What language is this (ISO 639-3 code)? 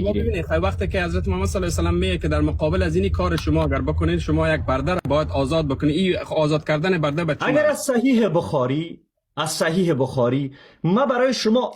fas